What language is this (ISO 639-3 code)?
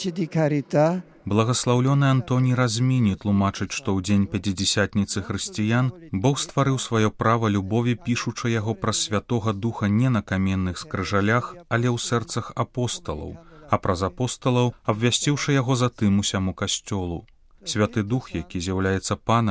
bel